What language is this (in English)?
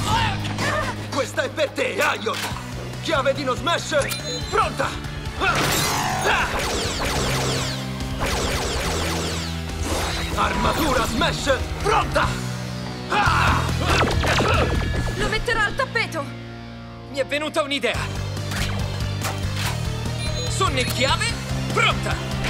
Italian